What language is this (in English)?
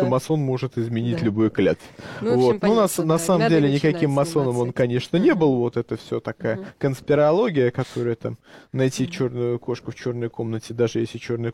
Russian